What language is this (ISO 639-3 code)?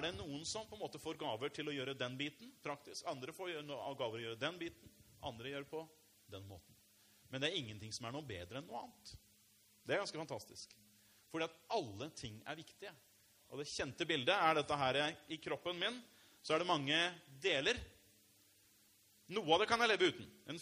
nor